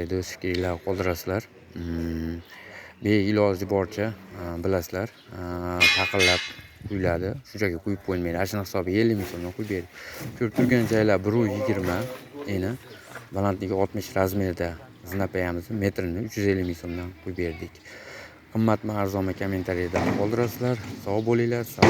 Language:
Uzbek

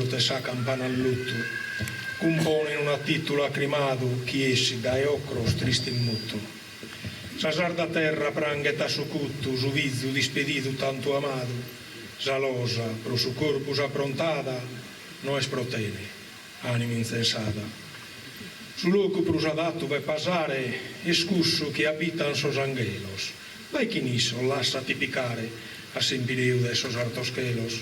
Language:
Sardinian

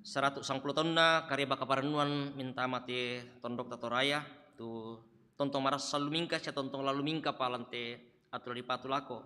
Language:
Toraja-Sa'dan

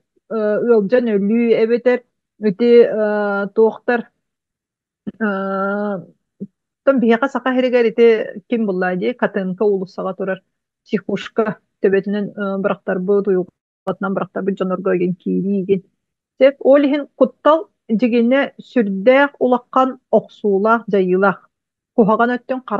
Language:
Yakut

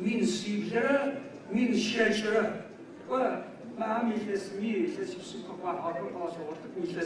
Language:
Adyghe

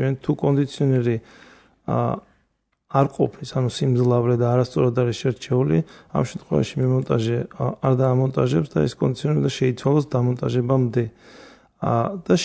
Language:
Georgian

